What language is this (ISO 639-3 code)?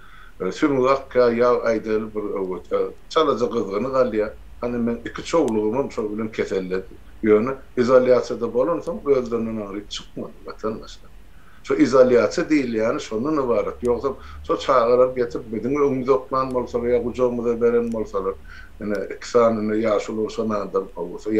tuk